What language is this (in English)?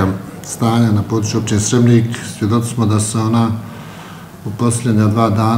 Bosnian